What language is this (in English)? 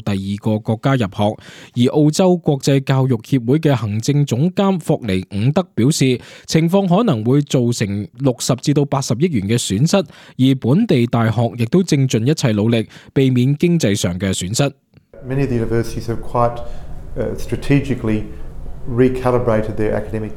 Cantonese